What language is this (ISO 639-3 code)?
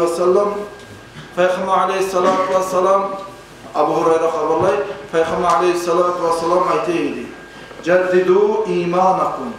kum